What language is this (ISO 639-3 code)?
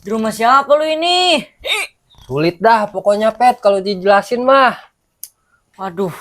bew